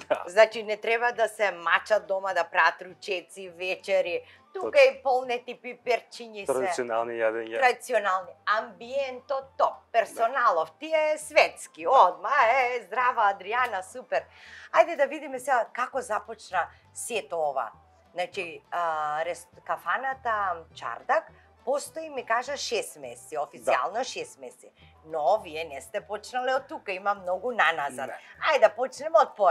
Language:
Macedonian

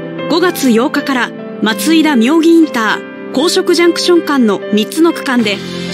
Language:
Japanese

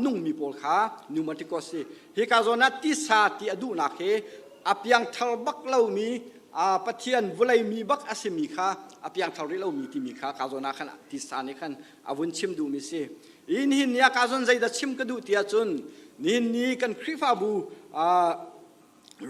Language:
Hakha Chin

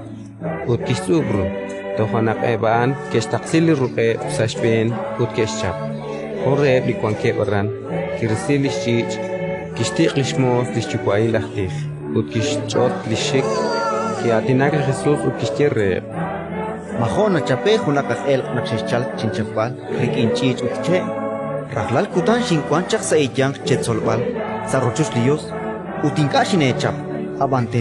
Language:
Kekchí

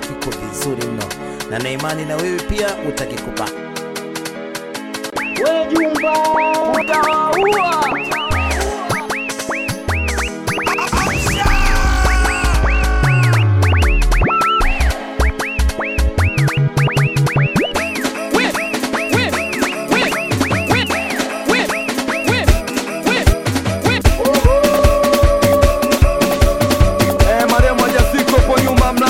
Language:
Swahili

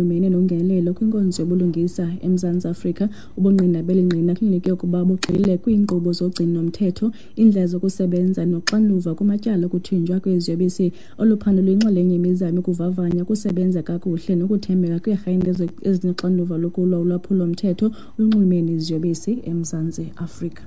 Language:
Xhosa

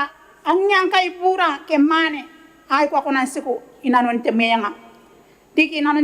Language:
Gilbertese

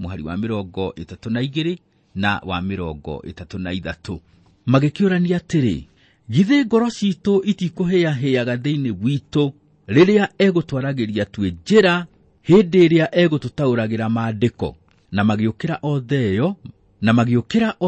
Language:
Kikuyu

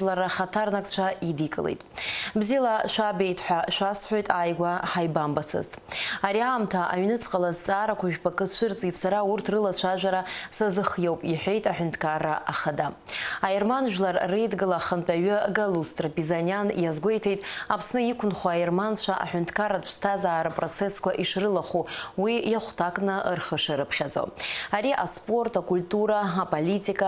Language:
Abkhazian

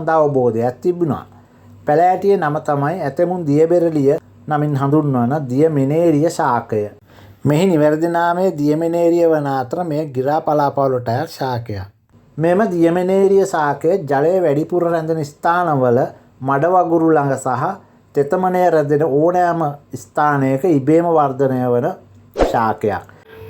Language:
Sinhala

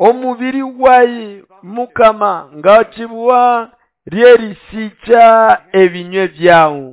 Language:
Nande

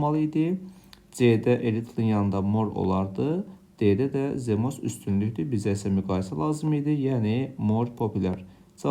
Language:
Azerbaijani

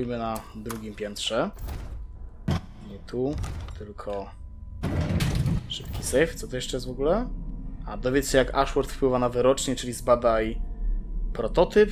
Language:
Polish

